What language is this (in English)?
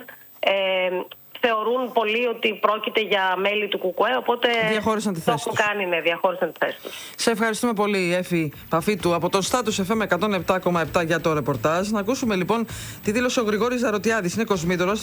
Greek